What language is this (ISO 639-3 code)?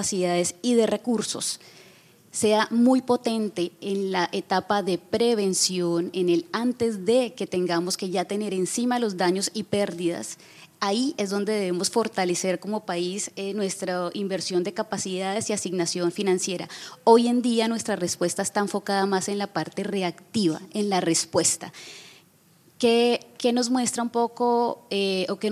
spa